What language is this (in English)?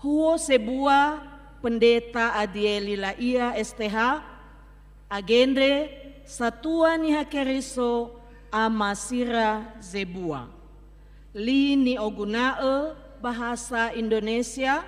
Nias